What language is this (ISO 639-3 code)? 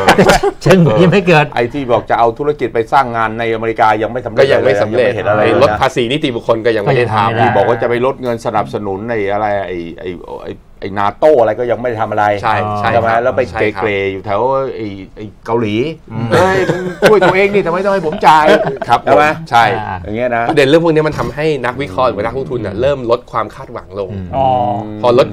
tha